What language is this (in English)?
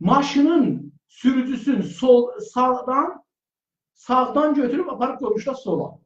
South Azerbaijani